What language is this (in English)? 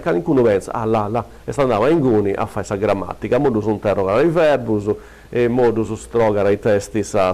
Sardinian